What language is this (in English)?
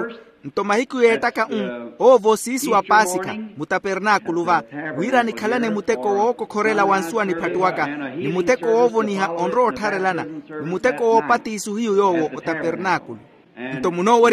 Makhuwa